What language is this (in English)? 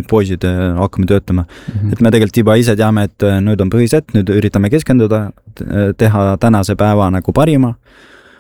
Estonian